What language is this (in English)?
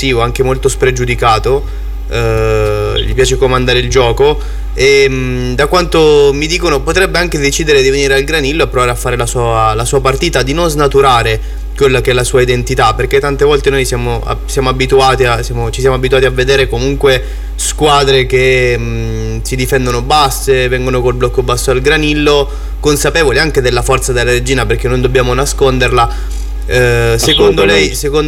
Italian